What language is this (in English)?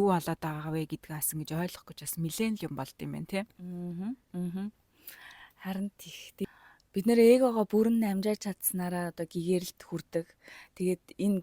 Mongolian